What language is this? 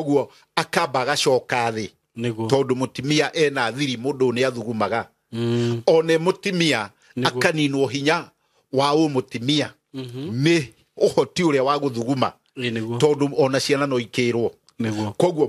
Kikuyu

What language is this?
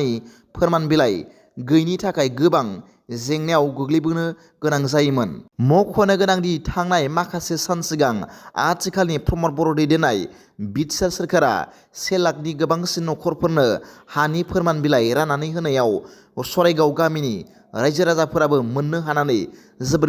Bodo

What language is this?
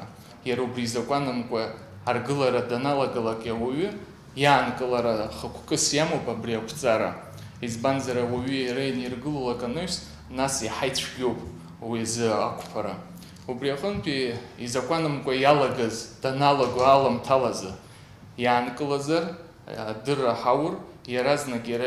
Abkhazian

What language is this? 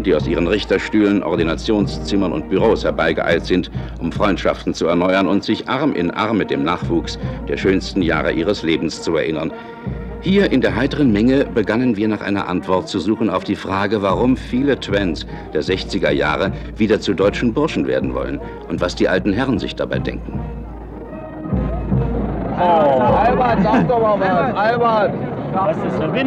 German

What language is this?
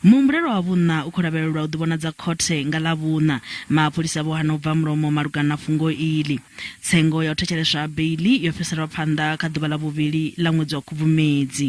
Venda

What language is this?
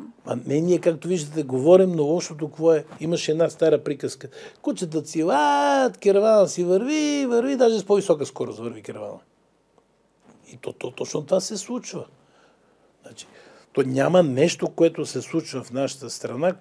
Bulgarian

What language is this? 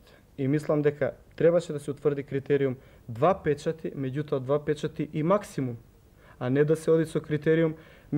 Macedonian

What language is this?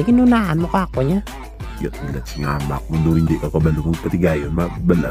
Hiligaynon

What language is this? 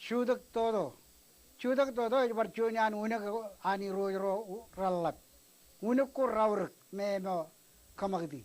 Marshallese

